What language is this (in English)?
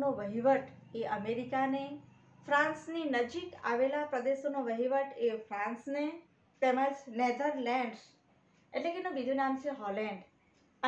Gujarati